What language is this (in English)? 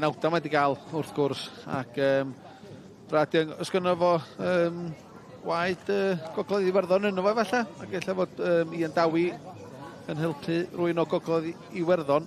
Welsh